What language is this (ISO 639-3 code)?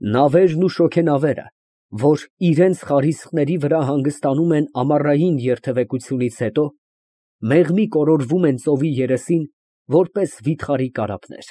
hye